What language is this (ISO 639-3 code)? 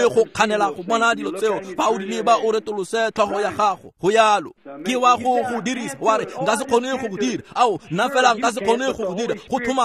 tsn